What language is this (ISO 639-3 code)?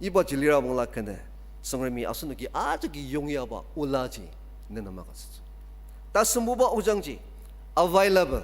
njo